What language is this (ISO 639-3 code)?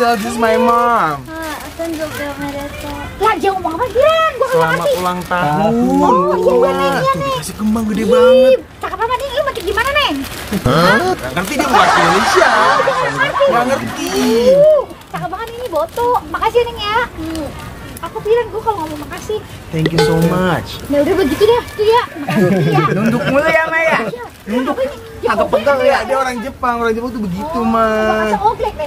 bew